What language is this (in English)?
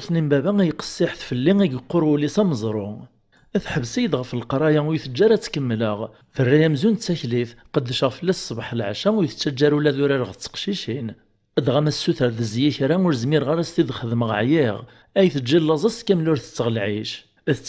Kabyle